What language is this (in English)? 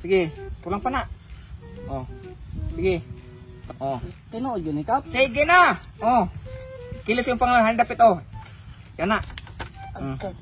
Cebuano